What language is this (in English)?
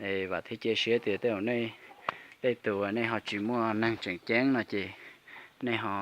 Hmong